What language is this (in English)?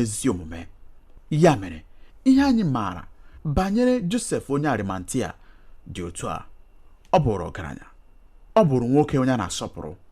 Igbo